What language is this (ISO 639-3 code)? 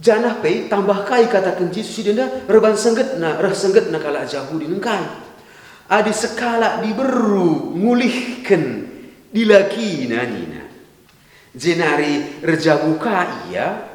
btx